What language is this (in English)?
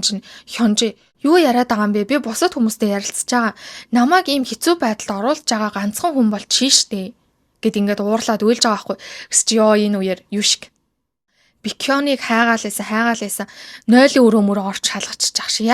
Mongolian